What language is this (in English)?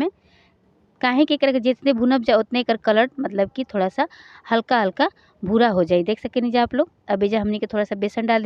Bhojpuri